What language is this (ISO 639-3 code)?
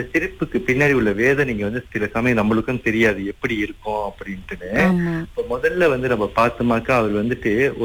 tam